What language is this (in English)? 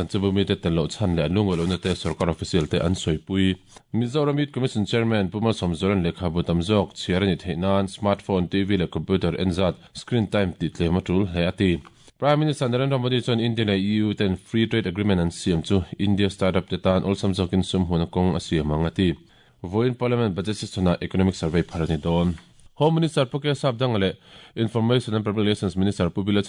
Mizo